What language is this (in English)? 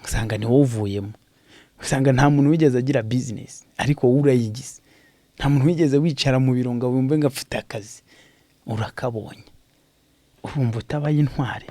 Kinyarwanda